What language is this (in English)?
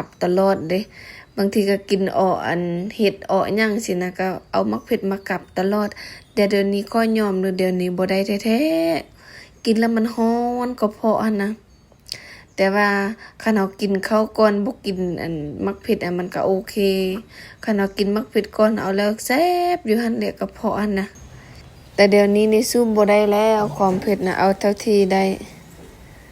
Lao